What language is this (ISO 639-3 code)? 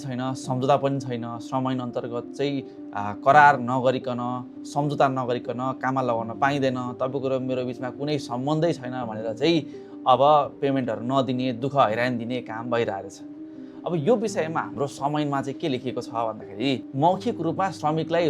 nep